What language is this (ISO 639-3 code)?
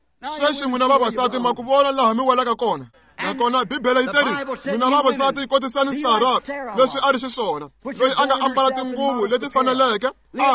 tso